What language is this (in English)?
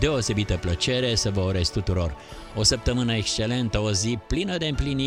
Romanian